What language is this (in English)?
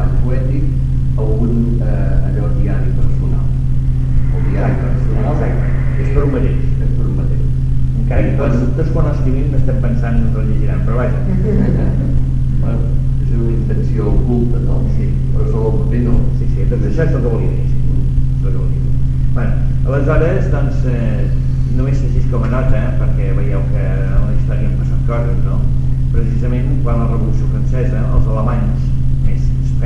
Catalan